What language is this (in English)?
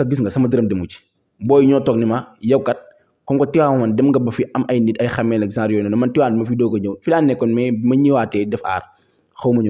Wolof